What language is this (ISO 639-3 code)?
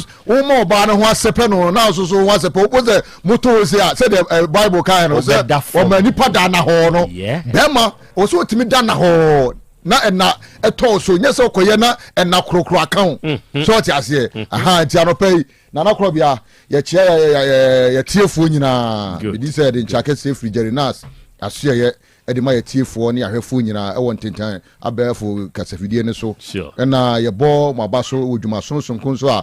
aka